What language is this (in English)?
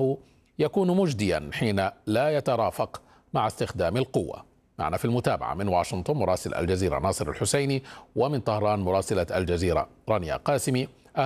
Arabic